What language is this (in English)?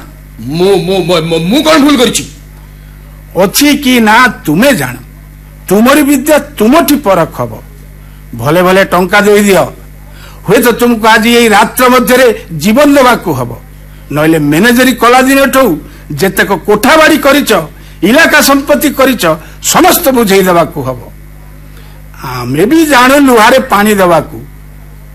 Odia